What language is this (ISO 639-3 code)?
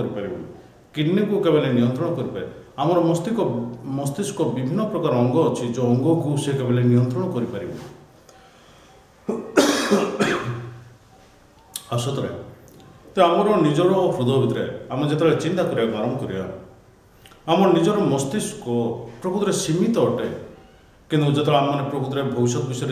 ori